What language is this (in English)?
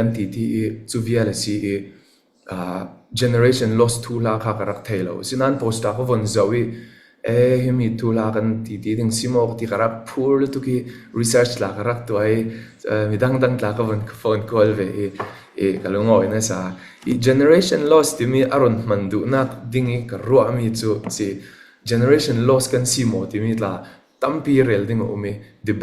Falam Chin